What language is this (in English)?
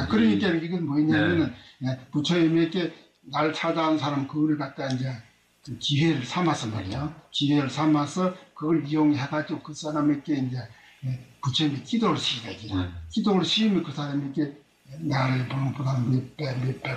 Korean